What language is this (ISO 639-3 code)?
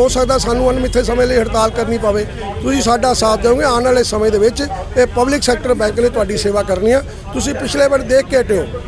pan